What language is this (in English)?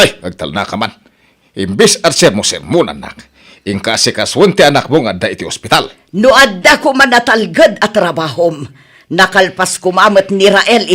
Iloko